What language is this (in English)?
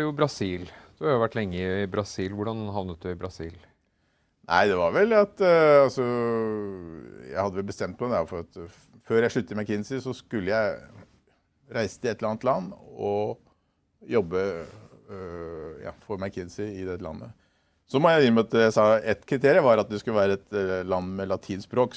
Norwegian